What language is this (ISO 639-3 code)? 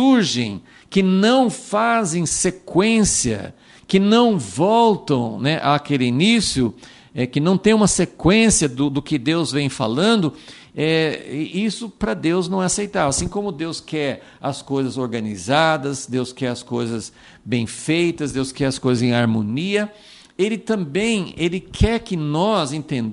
por